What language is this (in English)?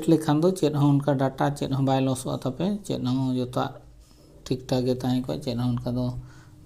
Santali